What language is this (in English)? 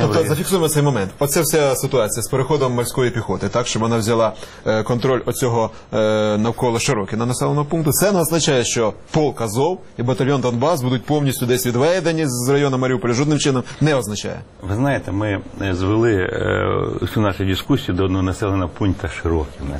Ukrainian